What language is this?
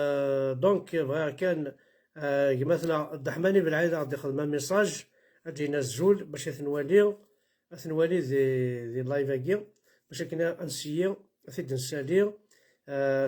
Kabyle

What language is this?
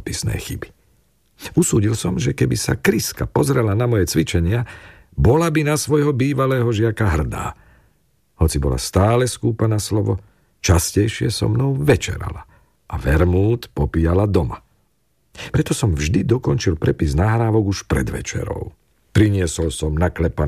Slovak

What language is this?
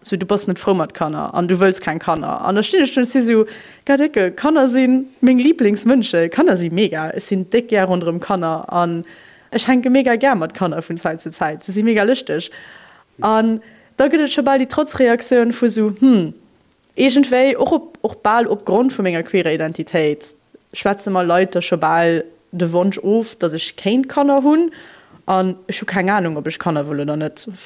Luxembourgish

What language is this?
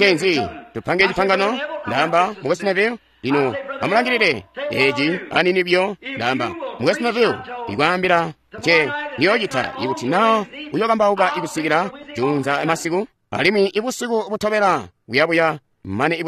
Tonga (Zambia)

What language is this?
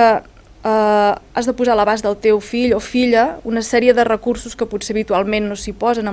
Catalan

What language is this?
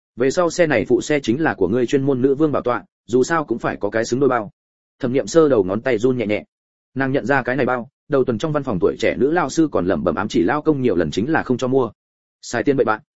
Vietnamese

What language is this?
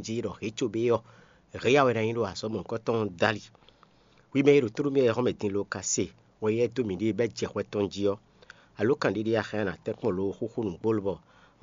Fon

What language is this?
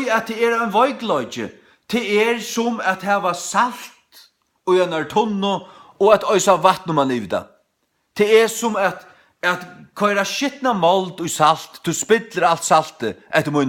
Faroese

